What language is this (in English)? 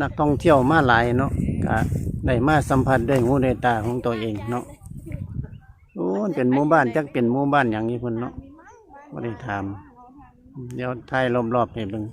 Lao